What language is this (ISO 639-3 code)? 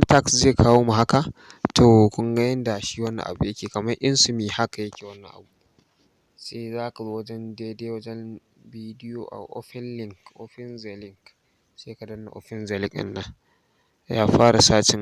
hau